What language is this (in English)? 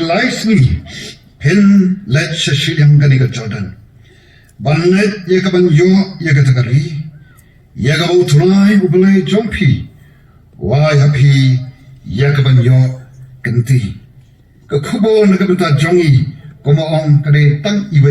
Khasi